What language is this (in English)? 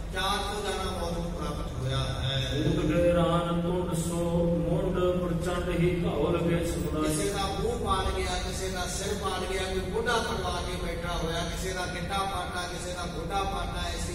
Punjabi